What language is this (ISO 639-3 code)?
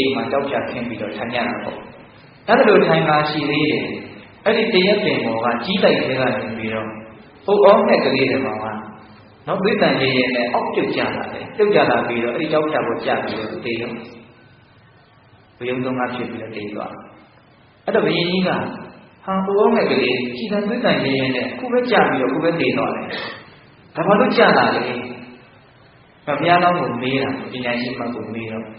mya